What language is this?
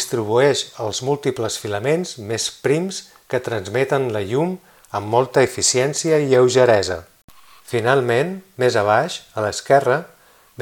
Catalan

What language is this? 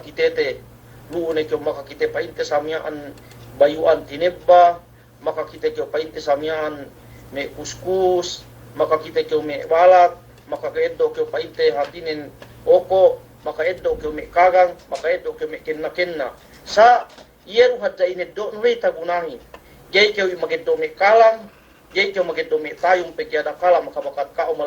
Yakan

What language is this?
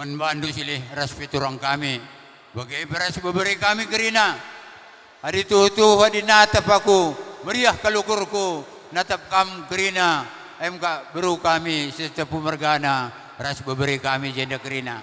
Batak Karo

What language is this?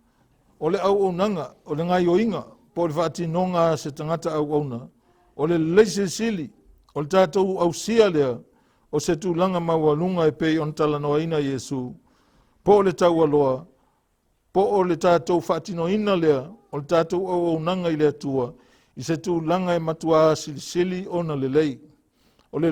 Samoan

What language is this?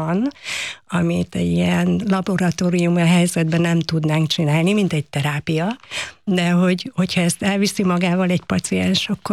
Hungarian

